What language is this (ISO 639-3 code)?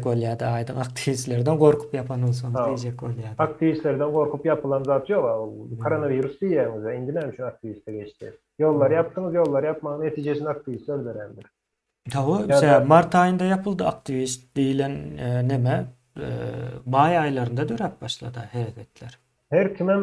tuk